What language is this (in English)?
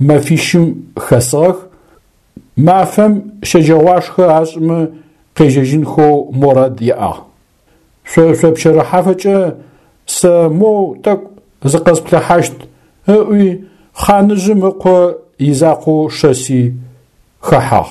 Adyghe